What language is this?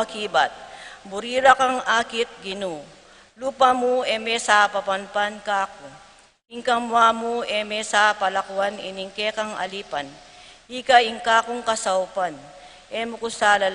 Pampanga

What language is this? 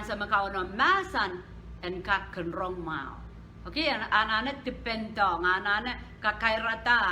Pohnpeian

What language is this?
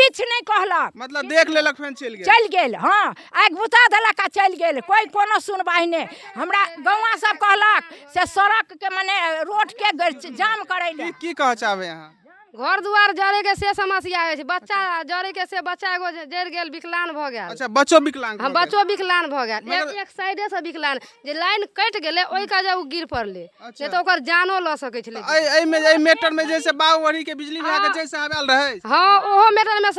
Maithili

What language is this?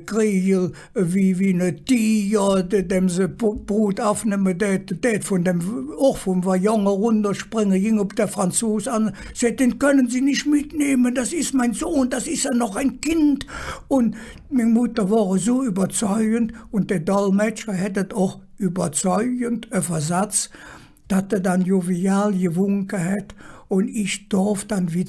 Colognian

